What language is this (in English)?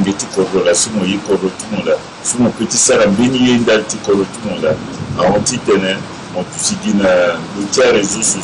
Sango